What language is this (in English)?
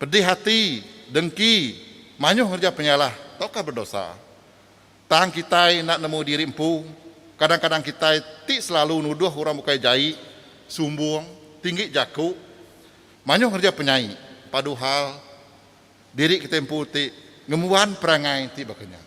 Iban